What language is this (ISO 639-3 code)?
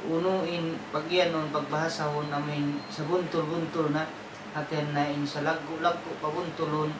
tsg